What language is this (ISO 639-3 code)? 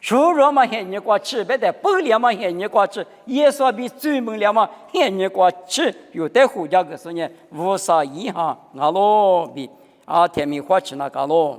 lis